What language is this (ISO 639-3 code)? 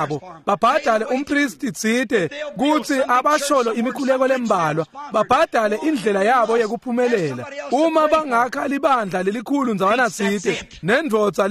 ssw